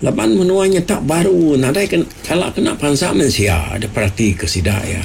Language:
Iban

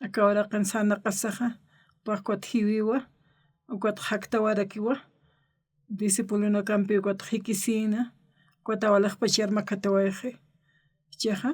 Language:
Aymara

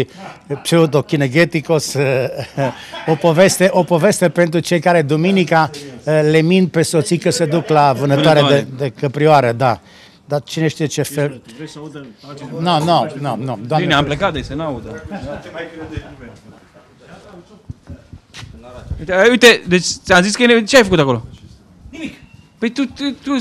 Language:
Romanian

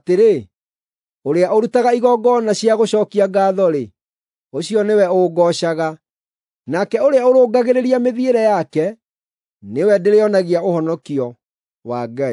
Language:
Kikuyu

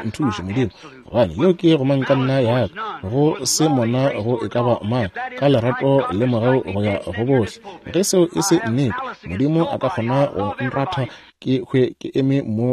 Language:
Northern Sotho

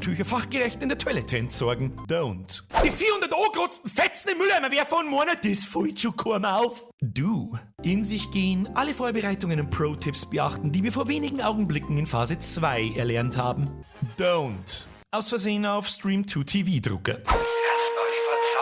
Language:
Bavarian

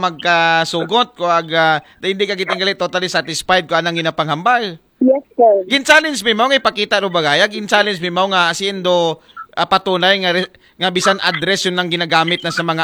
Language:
Aklanon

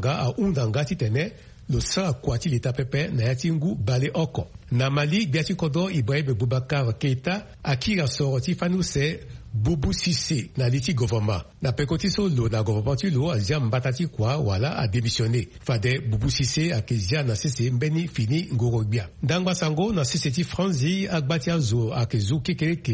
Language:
Sango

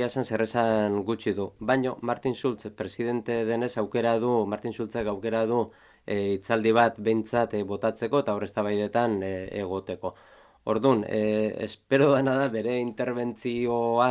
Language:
Basque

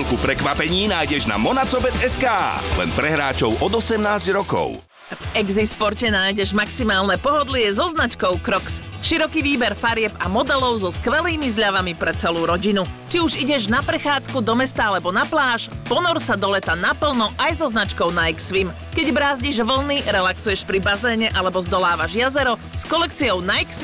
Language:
Slovak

